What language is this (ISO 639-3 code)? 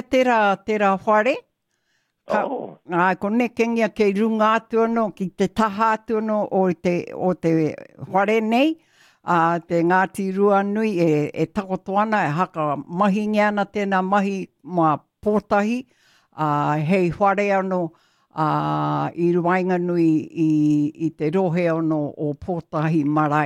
mri